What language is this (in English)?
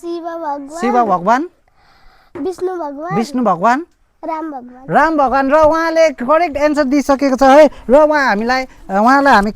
Nepali